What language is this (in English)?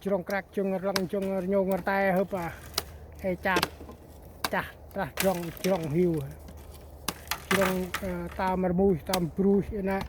Central Mnong